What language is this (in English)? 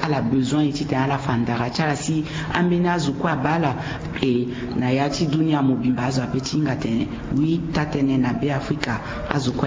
Sango